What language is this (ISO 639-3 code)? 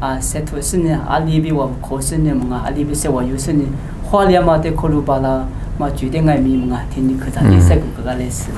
lis